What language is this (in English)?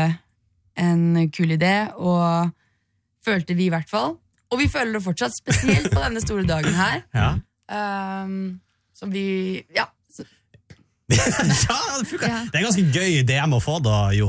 Norwegian